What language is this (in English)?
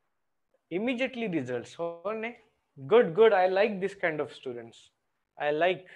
Marathi